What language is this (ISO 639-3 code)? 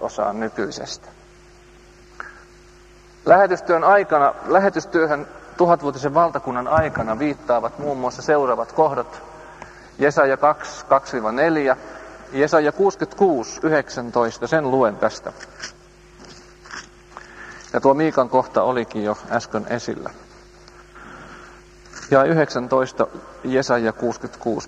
fin